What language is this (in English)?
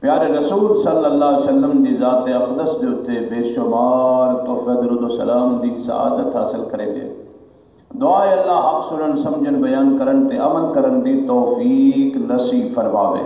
Saraiki